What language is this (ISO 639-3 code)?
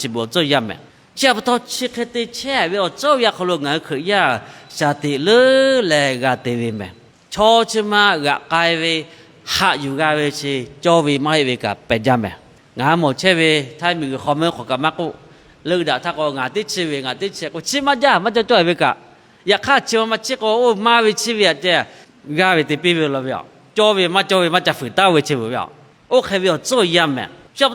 lhu